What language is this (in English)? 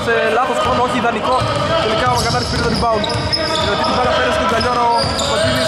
Greek